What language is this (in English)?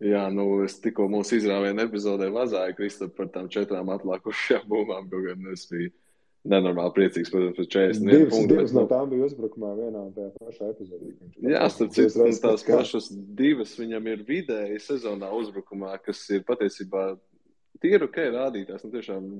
Latvian